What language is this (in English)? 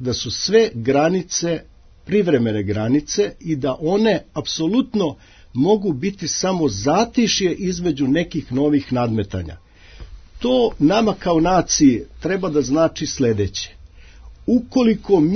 Serbian